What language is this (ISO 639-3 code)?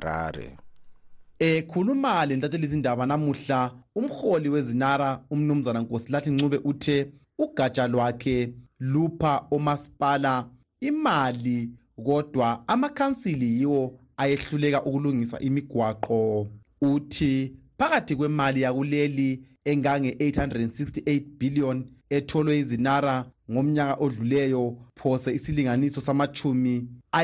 nde